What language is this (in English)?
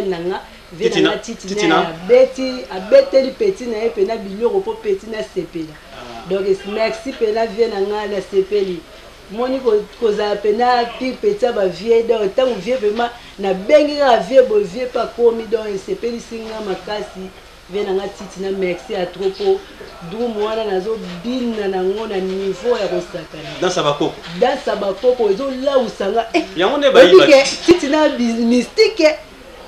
Lingala